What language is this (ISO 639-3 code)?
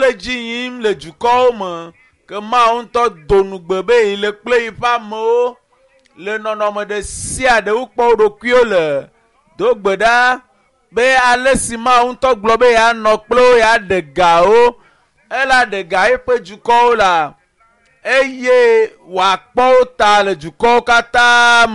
ewe